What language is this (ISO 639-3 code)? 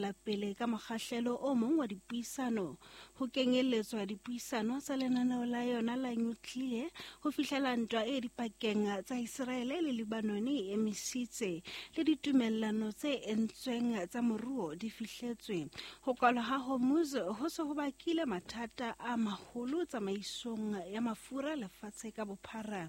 sot